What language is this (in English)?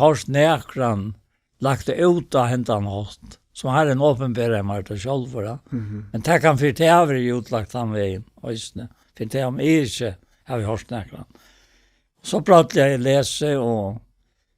Faroese